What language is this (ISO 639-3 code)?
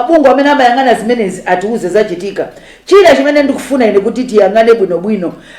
nya